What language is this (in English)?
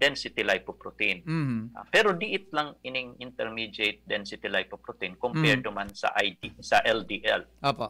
Bikol